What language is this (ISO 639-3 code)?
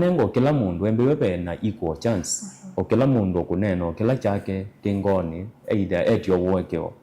kam